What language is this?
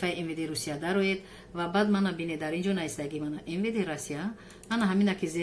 Tajik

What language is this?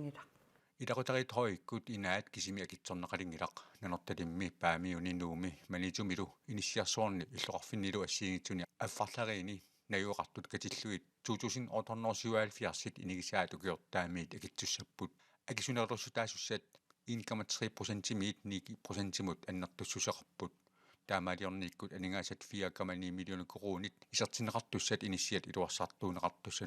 Kalaallisut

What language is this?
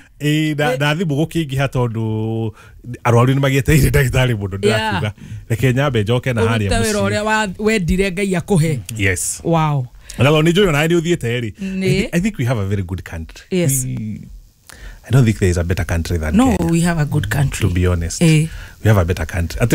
Kikuyu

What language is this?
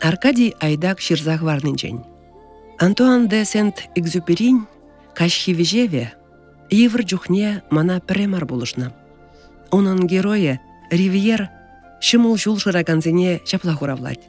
Chuvash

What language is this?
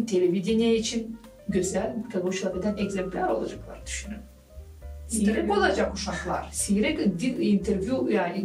Gagauz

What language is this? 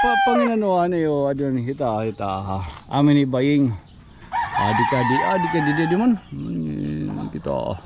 Waray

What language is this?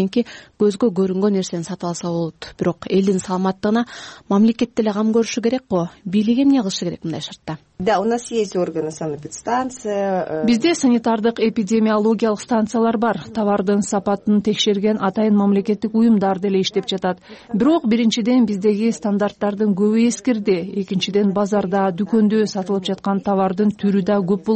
Kyrgyz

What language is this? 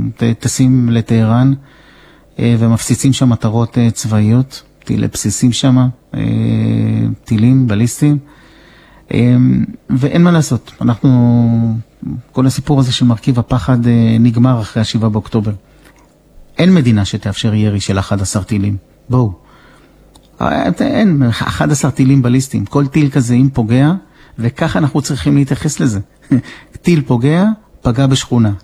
Hebrew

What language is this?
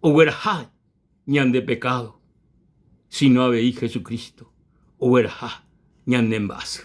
Guarani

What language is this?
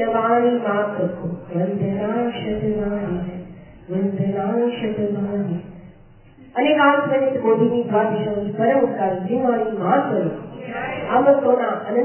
Gujarati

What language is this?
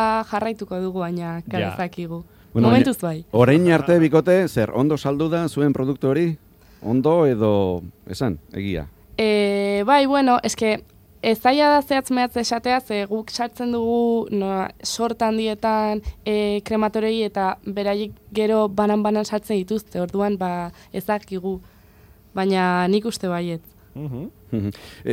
Basque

